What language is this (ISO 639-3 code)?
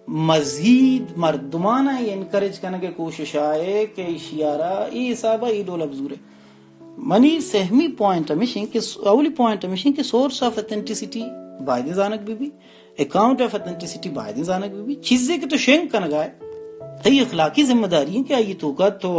bal